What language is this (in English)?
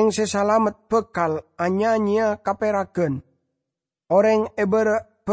Madurese